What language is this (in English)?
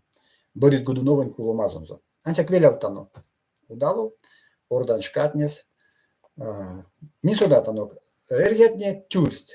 Erzya